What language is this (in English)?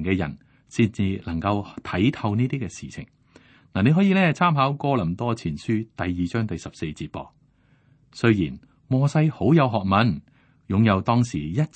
Cantonese